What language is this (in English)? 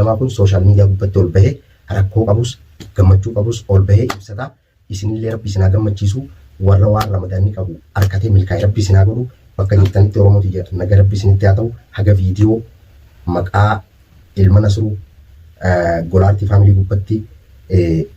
Oromo